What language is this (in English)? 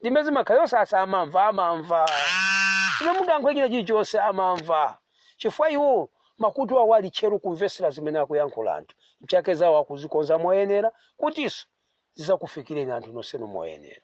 Nyanja